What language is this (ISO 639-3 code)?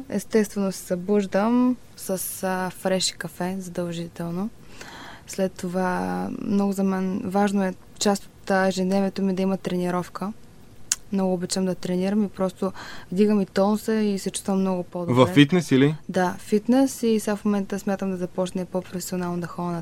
bul